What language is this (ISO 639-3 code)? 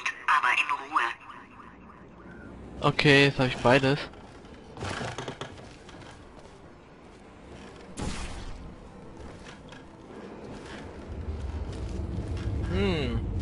deu